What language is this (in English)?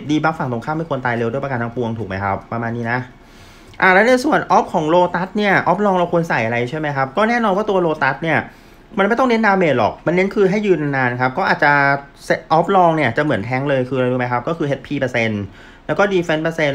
Thai